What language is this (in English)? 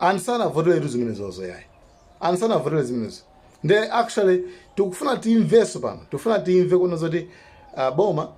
Nyanja